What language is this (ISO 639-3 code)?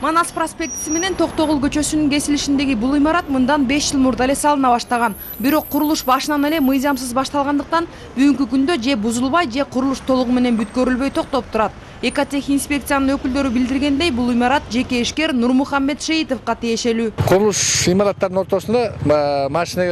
kir